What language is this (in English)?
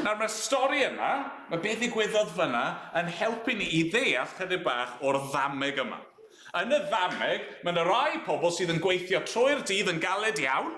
Welsh